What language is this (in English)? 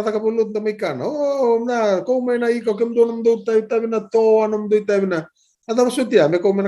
Fijian